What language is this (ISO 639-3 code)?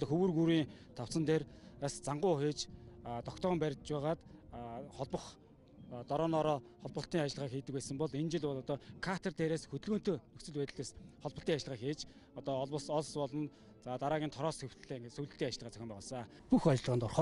mon